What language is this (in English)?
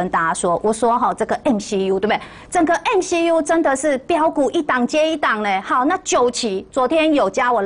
Chinese